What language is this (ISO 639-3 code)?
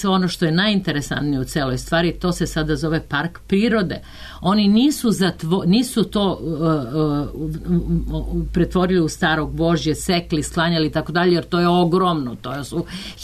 srp